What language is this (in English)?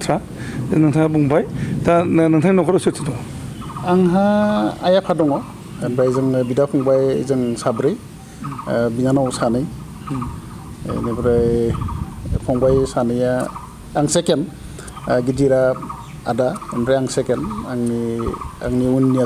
Bodo